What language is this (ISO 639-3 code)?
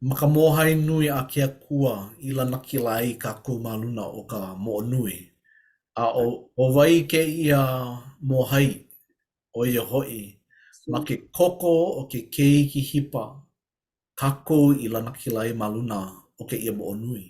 haw